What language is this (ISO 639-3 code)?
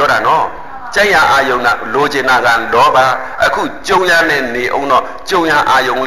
mya